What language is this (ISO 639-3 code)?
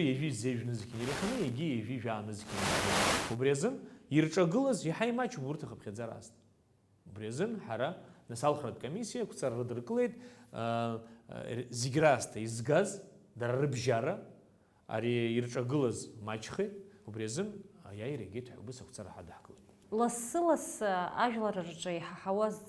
abk